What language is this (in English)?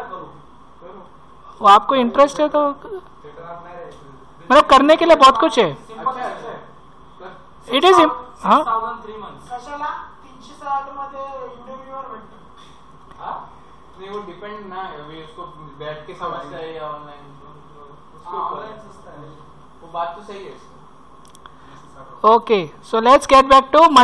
Hindi